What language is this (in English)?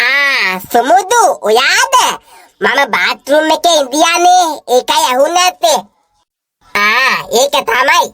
Sinhala